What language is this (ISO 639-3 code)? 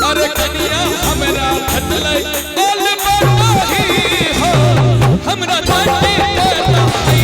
mai